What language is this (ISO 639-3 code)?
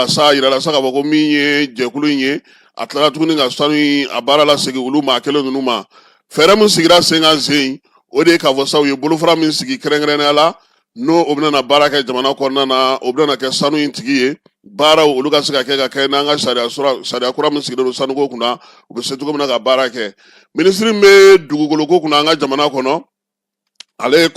bam